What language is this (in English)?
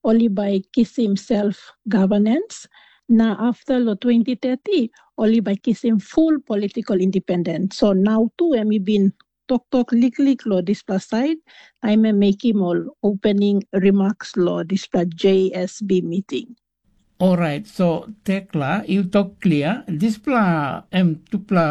Tok Pisin